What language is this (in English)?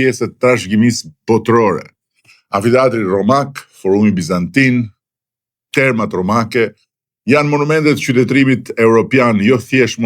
Albanian